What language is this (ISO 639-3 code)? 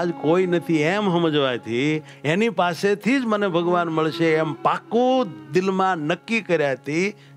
guj